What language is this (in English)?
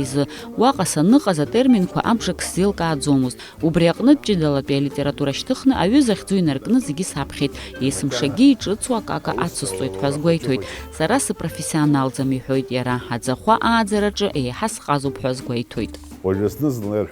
Abkhazian